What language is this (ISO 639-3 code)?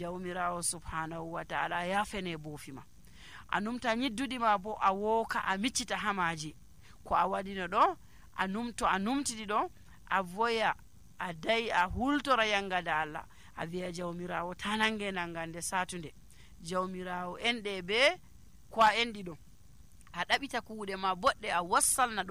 fuv